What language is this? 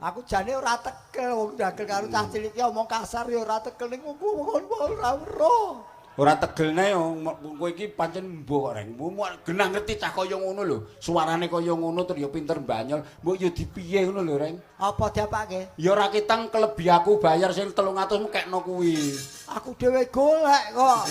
Javanese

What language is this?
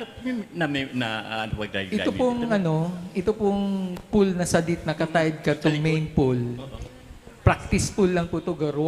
Bikol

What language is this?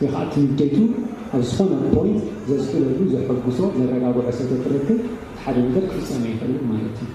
Tigrinya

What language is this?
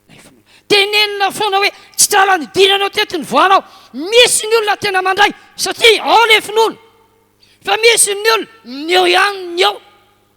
Malagasy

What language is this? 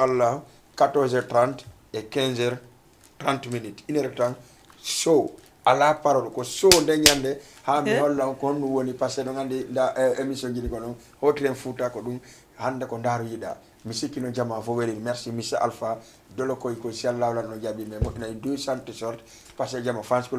Fula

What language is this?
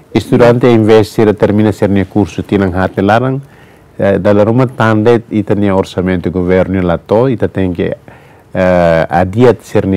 Tetum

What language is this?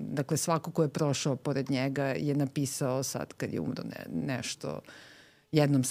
Serbian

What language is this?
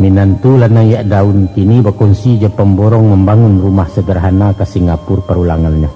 Minangkabau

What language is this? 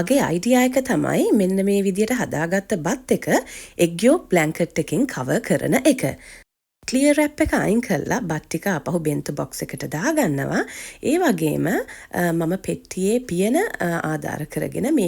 Sinhala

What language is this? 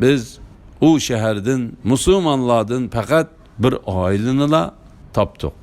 Uyghur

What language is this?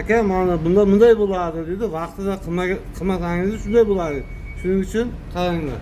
Uzbek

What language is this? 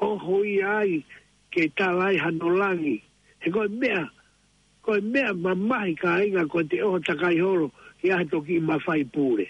Tongan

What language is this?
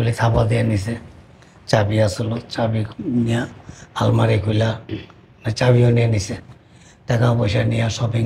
Bangla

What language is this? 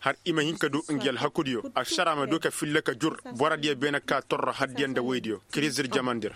Koyraboro Senni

